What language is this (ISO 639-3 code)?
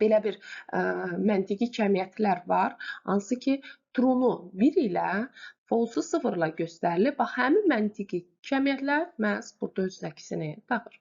aze